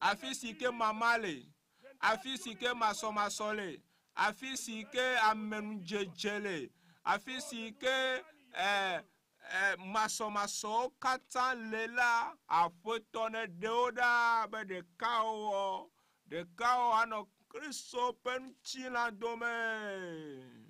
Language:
Ewe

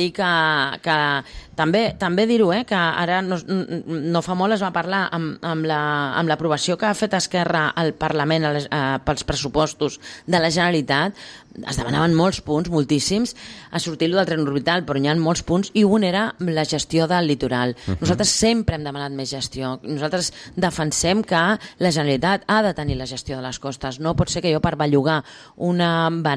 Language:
Catalan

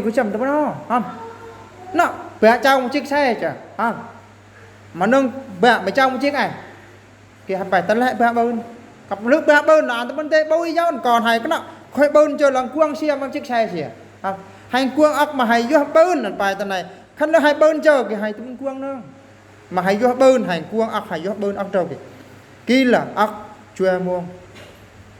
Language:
Eastern Bru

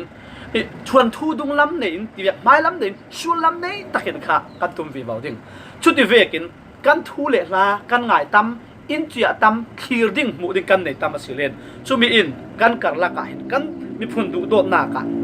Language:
Falam Chin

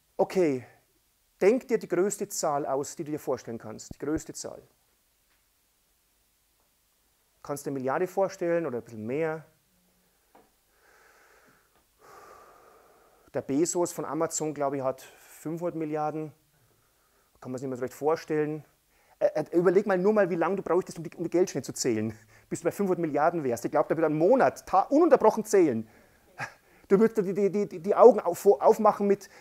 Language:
German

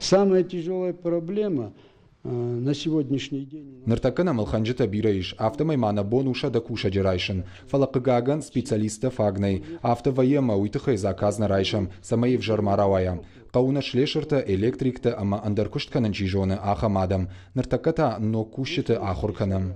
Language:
Ossetic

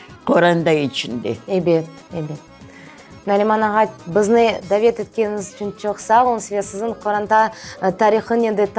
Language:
Crimean Tatar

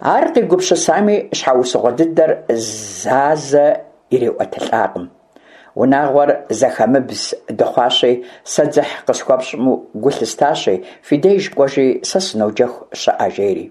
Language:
Kabardian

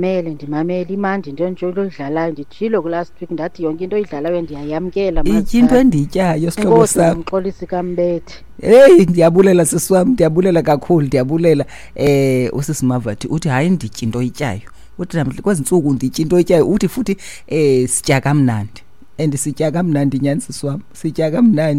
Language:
Xhosa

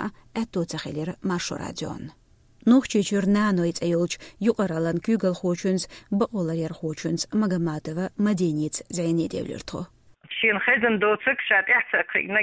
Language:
Chechen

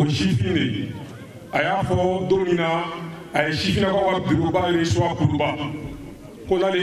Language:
Bambara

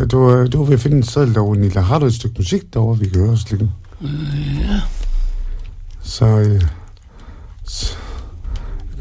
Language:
Danish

